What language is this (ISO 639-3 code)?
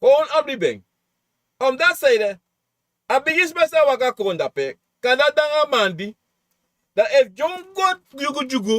srn